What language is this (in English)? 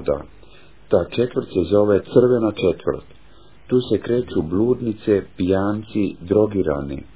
Croatian